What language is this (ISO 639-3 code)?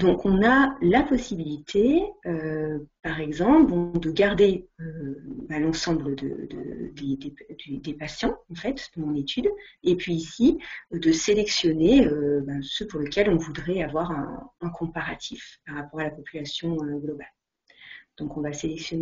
fra